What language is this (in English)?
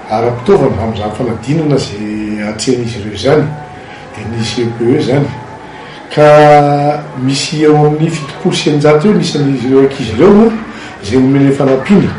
Malagasy